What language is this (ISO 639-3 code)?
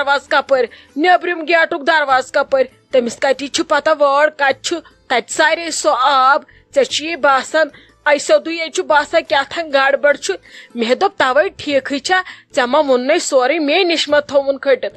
kas